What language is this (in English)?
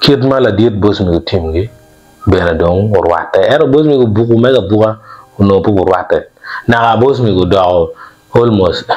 Acoli